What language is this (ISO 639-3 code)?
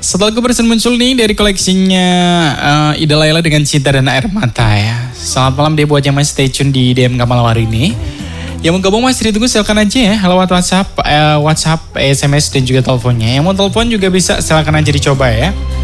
ind